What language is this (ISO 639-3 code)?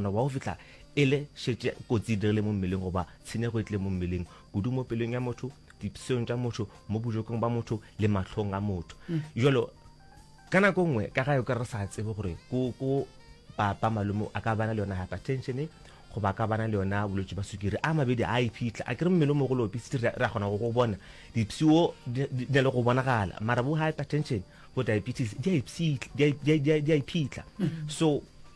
nso